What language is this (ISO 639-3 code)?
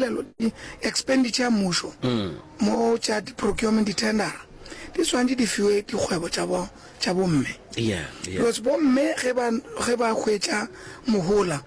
nso